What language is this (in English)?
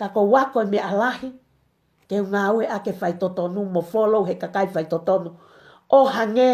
Tongan